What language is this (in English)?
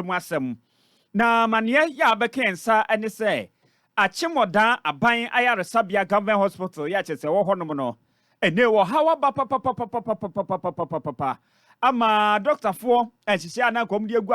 Akan